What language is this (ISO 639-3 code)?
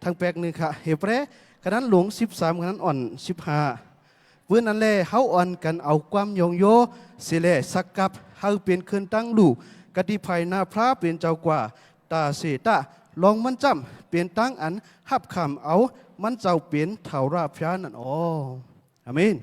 shn